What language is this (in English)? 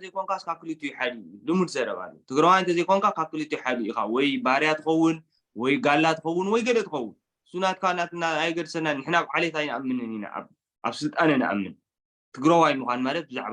Tigrinya